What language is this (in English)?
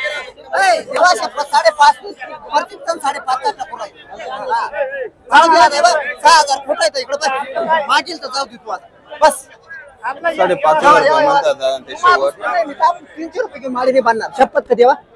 Marathi